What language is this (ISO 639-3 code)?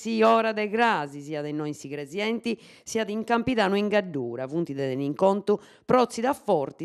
srd